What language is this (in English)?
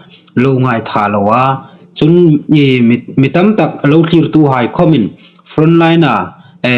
Hmar